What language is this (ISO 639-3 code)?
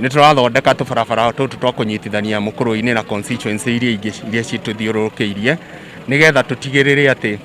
kik